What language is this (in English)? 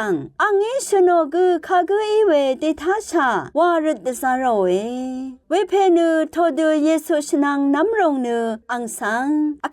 Rawang